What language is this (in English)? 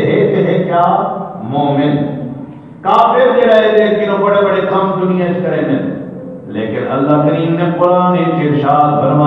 Saraiki